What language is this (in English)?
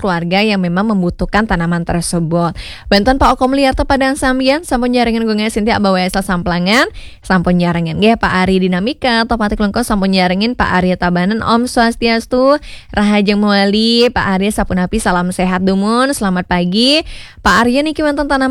Balinese